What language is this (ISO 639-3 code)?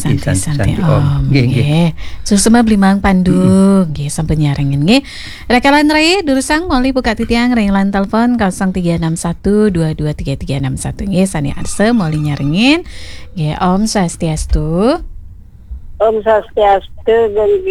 ban